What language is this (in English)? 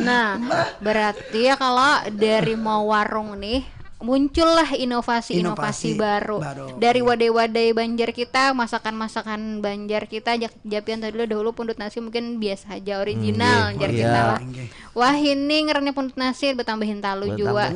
Banjar